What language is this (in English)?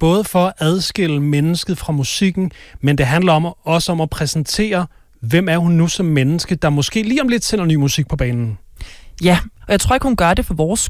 Danish